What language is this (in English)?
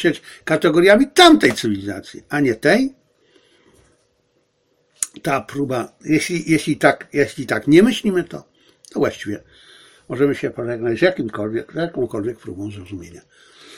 Polish